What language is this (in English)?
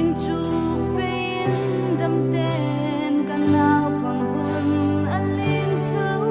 Hmar